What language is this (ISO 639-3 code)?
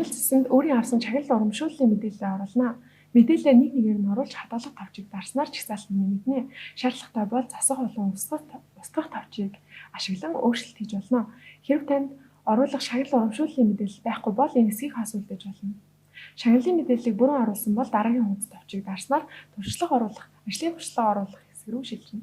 mon